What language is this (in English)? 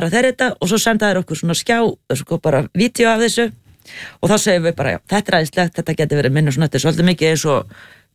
Icelandic